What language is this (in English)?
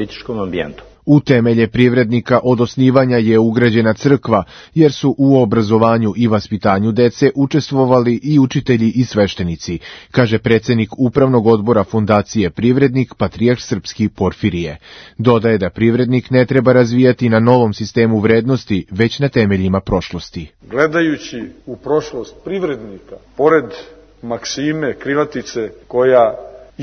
Serbian